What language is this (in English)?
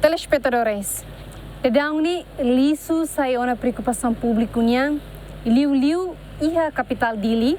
Tetum